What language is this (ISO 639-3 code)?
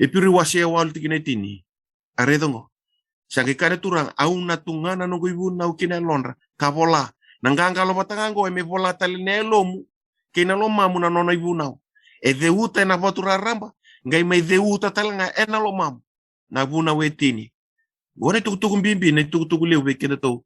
fij